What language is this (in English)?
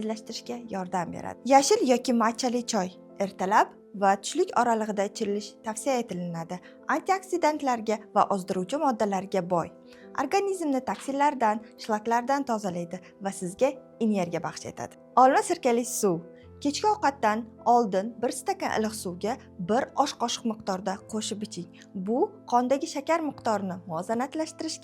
Uzbek